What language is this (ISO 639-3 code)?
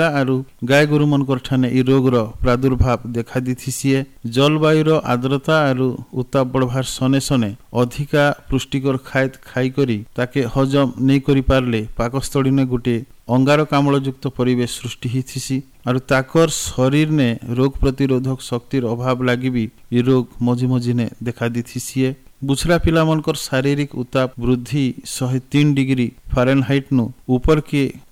ori